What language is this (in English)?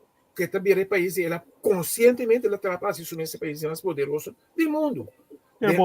Papiamento